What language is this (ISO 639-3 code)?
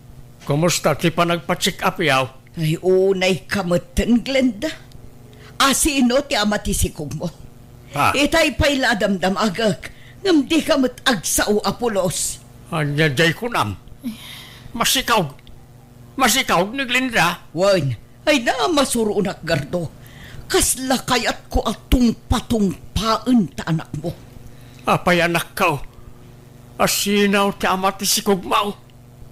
ilo